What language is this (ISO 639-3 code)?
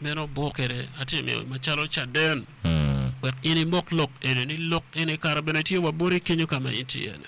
ach